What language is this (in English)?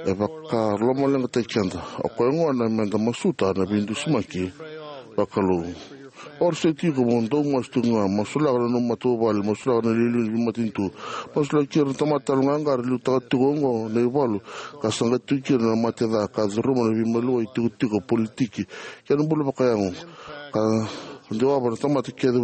Fijian